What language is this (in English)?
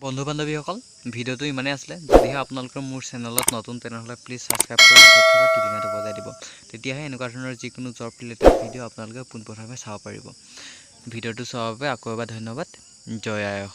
Assamese